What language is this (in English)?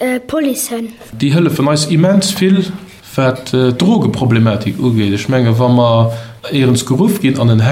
Luxembourgish